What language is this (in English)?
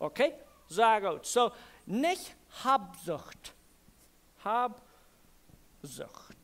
Plautdietsch